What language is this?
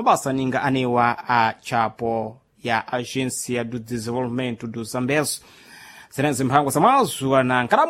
Sena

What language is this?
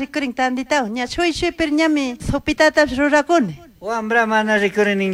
Chimborazo Highland Quichua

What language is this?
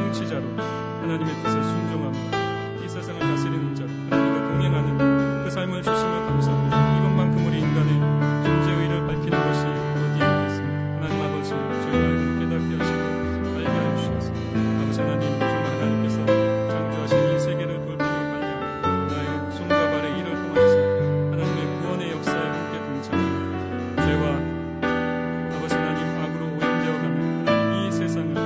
Korean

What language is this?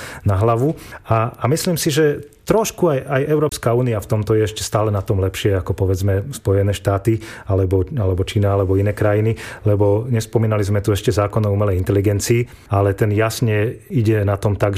Slovak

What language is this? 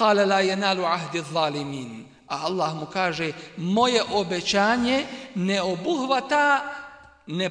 Bosnian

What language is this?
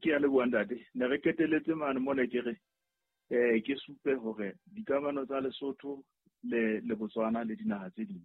Southern Sotho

